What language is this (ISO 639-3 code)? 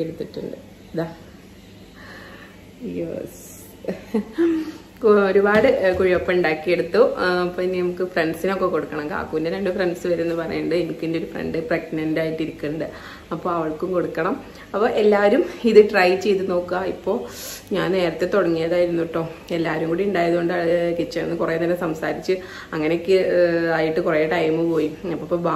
mal